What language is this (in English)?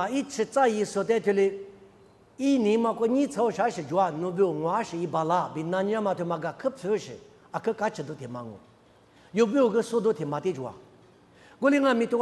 Lisu